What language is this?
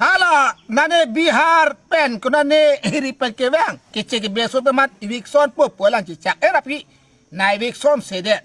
Karbi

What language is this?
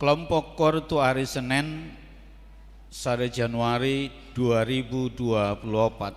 Batak Toba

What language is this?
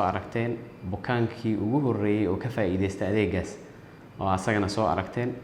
Somali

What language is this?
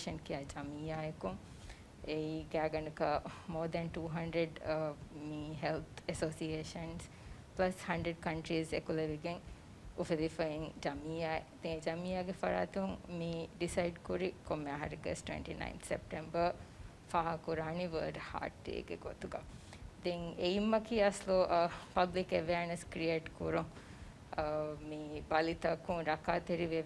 Divehi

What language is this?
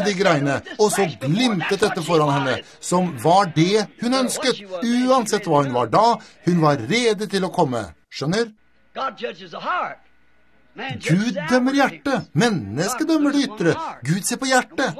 Norwegian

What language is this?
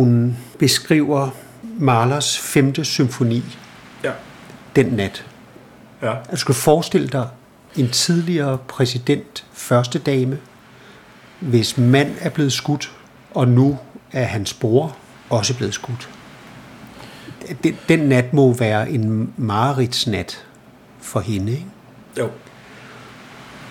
Danish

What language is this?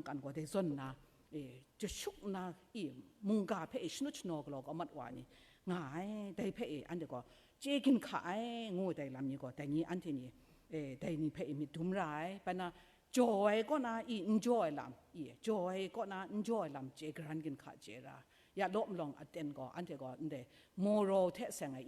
Kachin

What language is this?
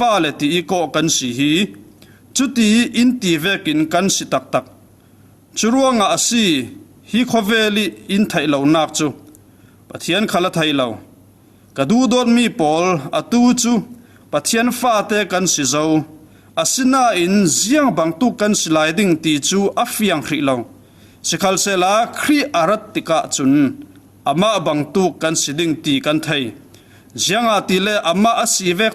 Falam Chin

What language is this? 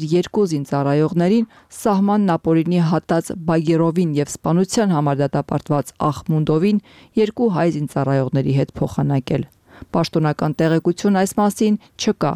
Armenian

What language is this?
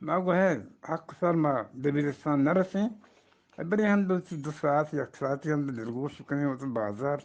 Eastern Balochi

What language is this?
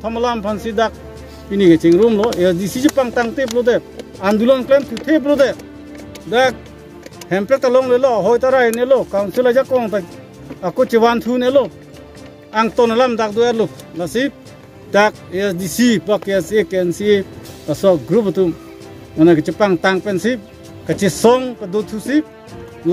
Karbi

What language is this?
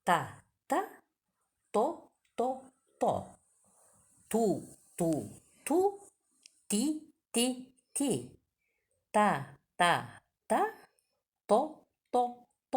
Yakut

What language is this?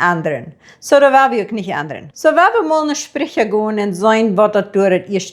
Plautdietsch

